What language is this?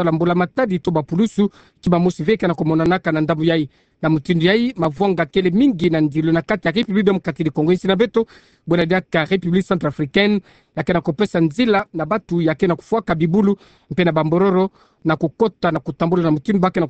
Kituba (Democratic Republic of Congo)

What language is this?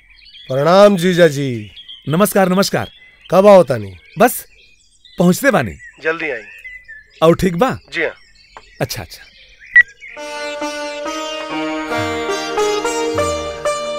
Bhojpuri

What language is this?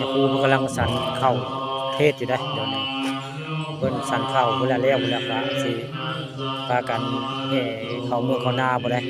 Northeastern Thai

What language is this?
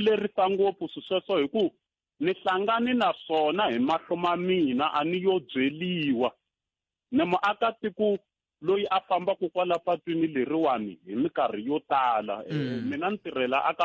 Tsonga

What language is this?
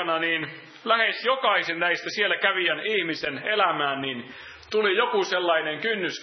Finnish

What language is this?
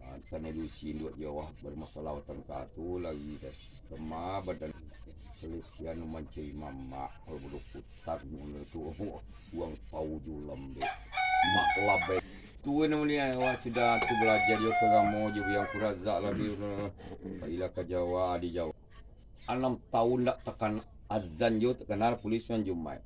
Minangkabau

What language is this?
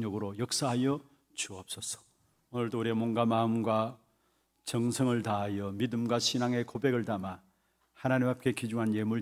Korean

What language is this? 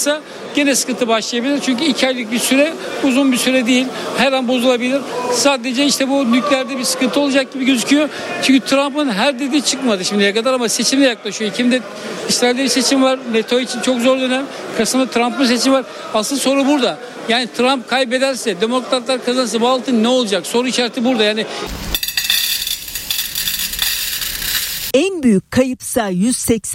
Turkish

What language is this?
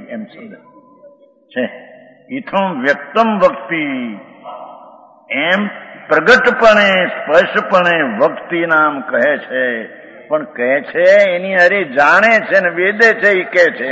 Gujarati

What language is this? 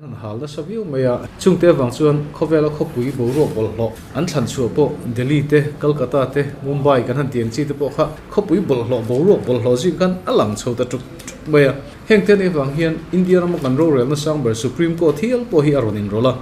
Mizo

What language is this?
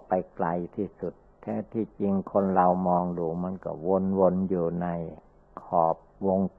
Thai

